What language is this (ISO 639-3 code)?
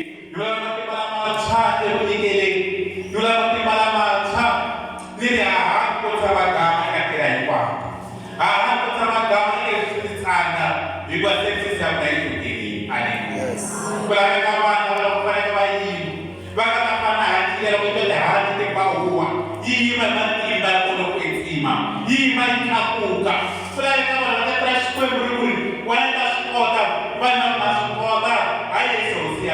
tso